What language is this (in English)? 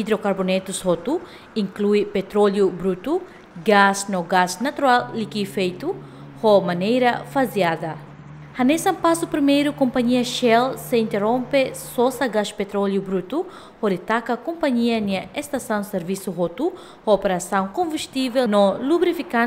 Tetum